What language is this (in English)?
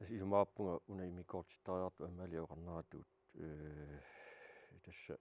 Kalaallisut